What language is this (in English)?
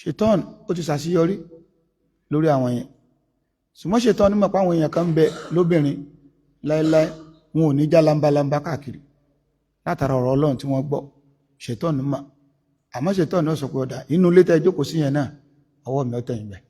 Yoruba